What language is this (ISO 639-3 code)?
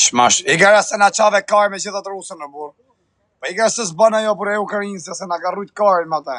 sqi